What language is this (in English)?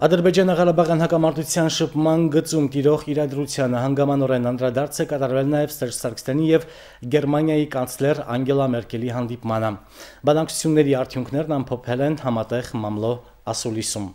Armenian